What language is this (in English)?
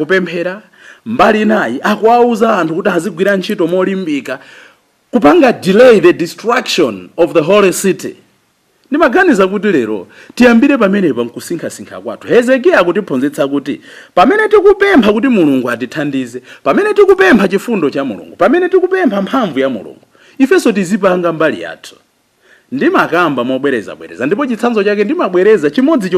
Nyanja